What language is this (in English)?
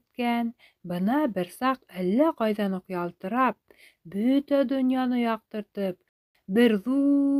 Bashkir